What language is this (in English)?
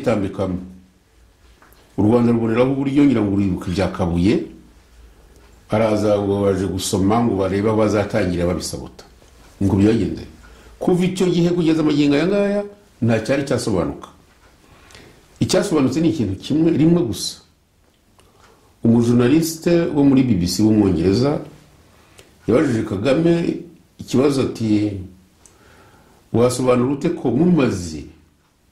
Kinyarwanda